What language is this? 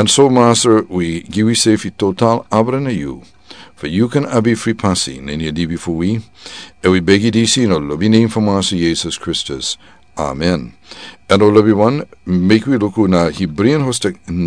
Sranan Tongo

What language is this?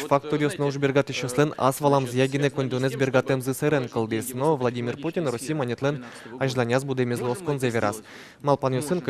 Udmurt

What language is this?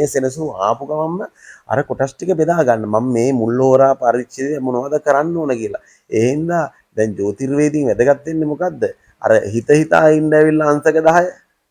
Sinhala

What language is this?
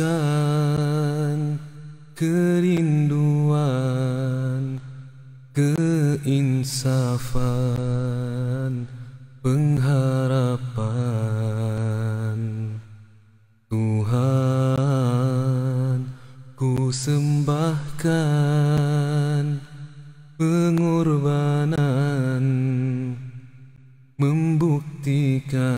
Malay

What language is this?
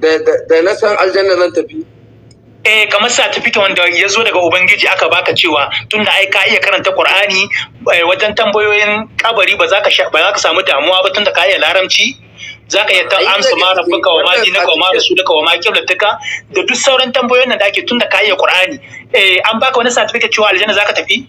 Hausa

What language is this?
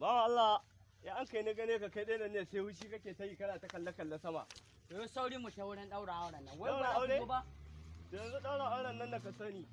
Hausa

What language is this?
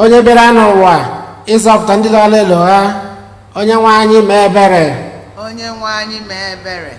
Igbo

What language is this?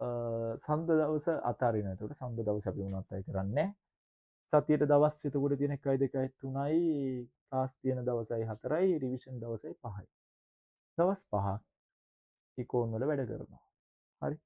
Sinhala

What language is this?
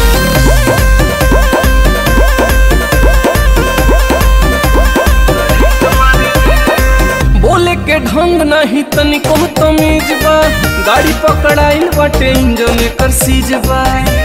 Bhojpuri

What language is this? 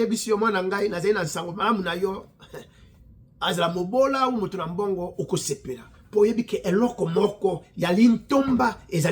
Lingala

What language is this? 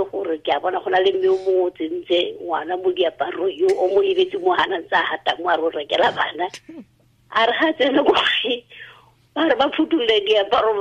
Tswana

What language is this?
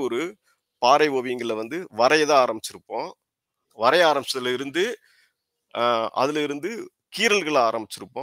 Tamil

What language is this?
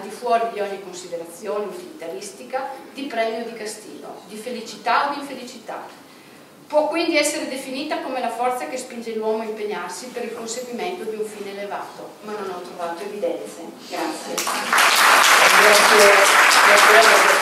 Italian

